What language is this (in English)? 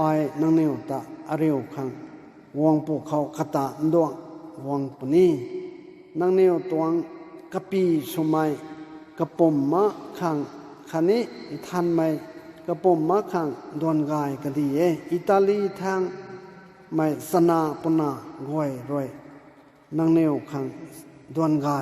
Rongmei Naga